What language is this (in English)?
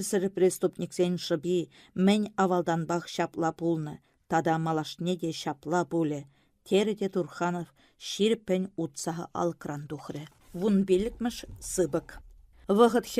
Chuvash